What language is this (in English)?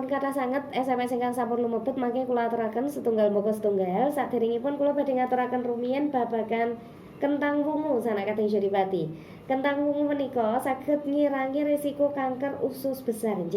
Javanese